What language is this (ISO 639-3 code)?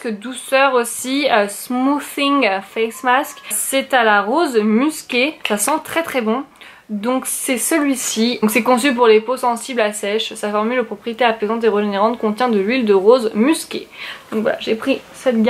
fra